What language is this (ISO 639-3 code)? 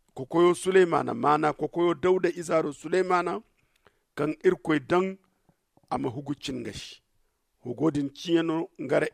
dje